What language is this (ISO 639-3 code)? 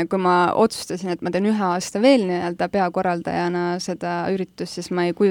est